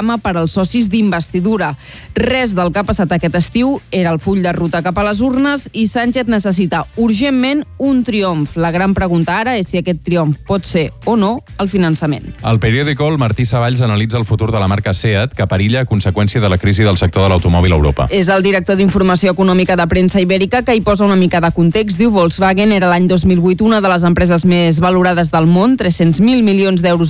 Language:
Catalan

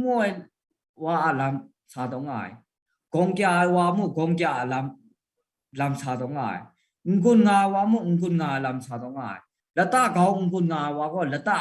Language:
Kachin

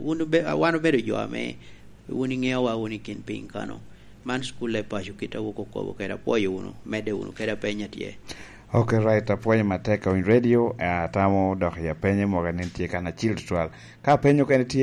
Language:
Lango (Uganda)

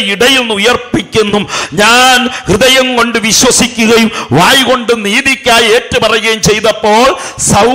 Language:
Malayalam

